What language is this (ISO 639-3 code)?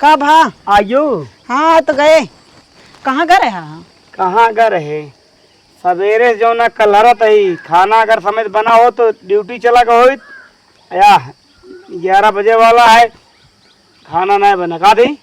awa